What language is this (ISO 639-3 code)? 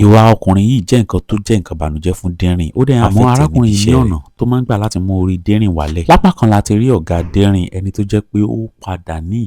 yor